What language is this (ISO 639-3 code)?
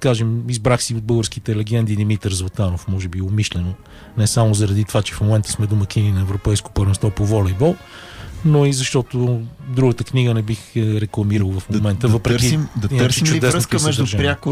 bul